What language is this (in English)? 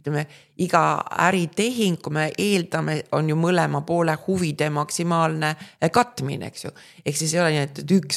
Estonian